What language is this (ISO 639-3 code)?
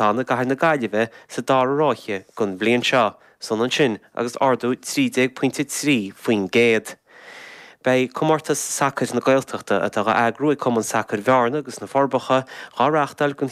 gle